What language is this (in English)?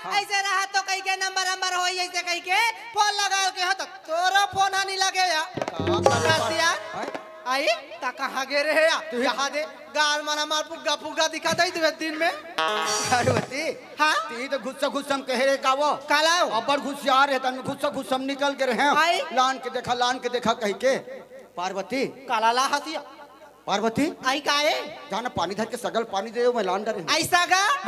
Chhattisgarhi